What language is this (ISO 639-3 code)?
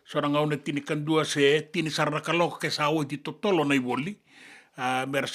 fij